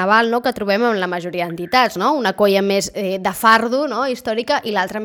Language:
Catalan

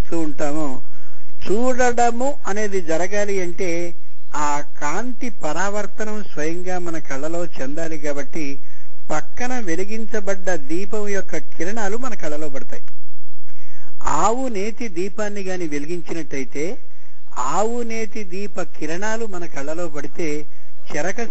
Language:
Telugu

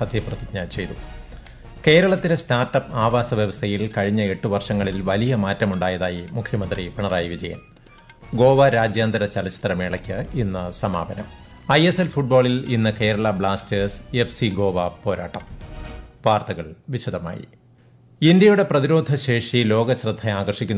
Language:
Malayalam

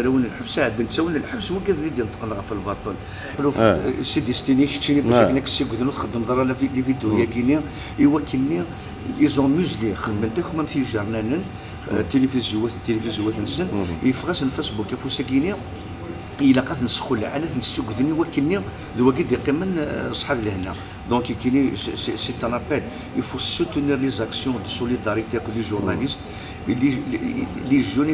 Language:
Kabyle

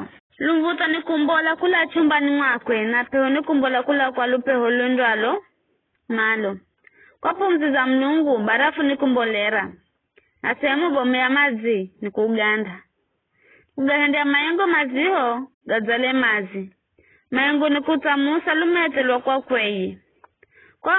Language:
Giryama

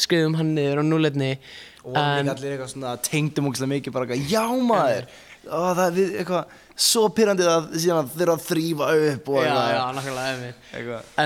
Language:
Icelandic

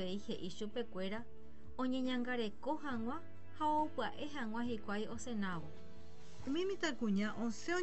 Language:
Guarani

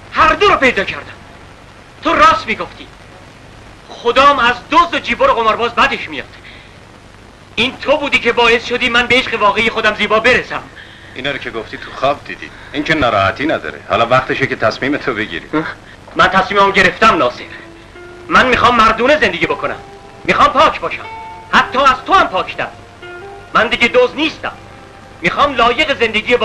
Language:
Persian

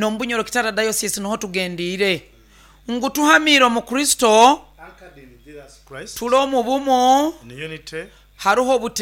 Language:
Nyoro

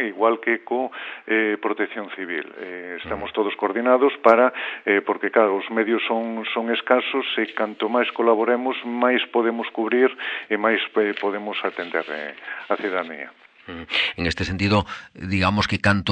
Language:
Galician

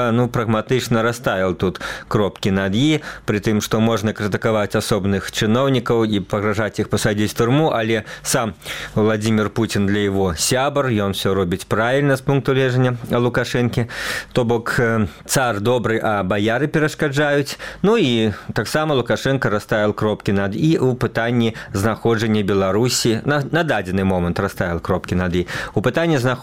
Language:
Belarusian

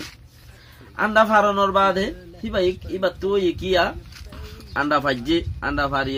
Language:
Rohingya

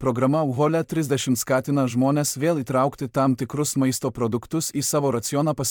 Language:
Lithuanian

